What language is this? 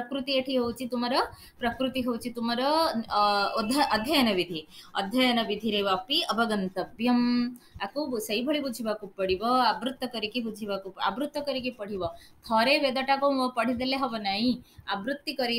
Odia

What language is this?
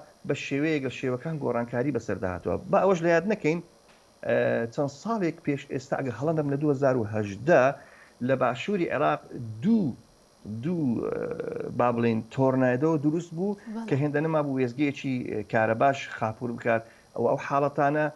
Central Kurdish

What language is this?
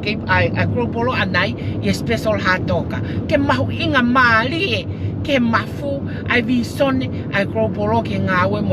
Tongan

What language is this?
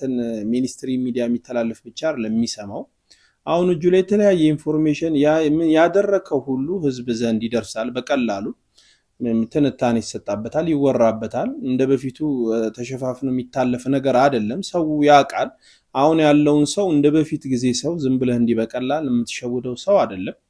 Amharic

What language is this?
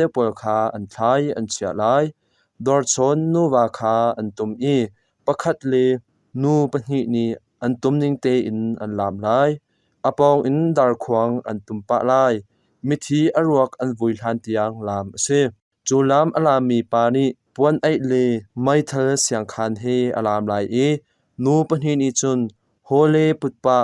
Hakha Chin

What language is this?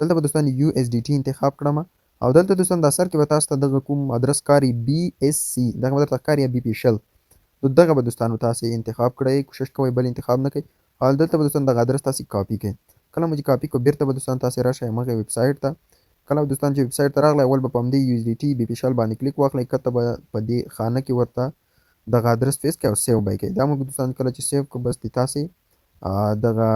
Pashto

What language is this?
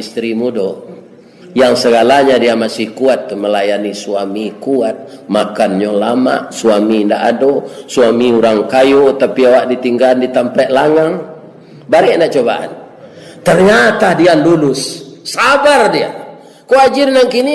Minangkabau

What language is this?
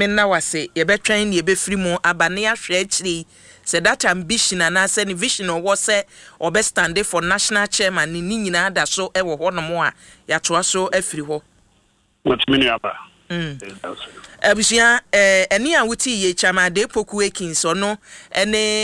Akan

